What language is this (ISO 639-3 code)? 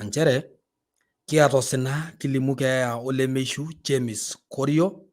mas